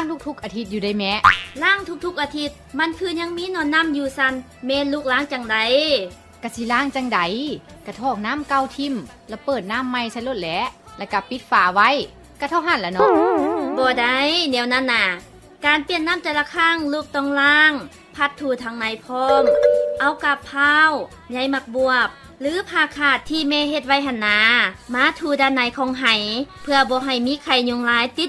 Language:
Lao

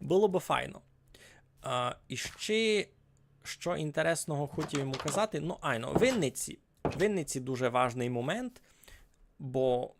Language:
Rusyn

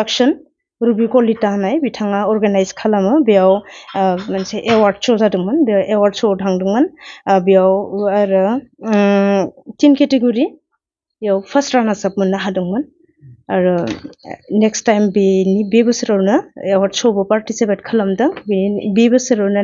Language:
Bodo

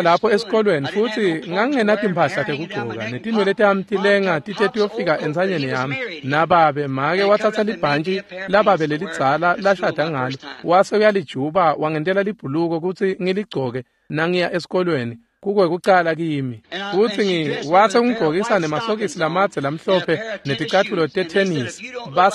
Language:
Swati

